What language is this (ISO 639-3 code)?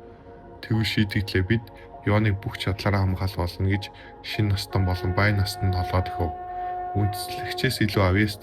mon